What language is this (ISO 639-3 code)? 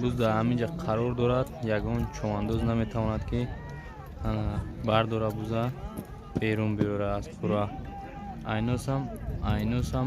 tgk